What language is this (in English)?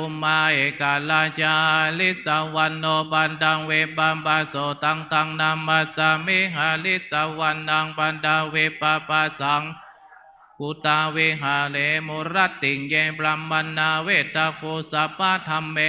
Pali